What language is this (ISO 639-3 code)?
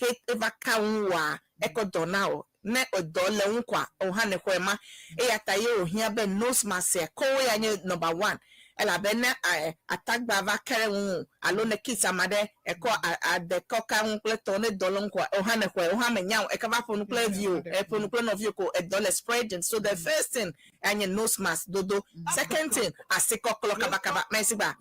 ewe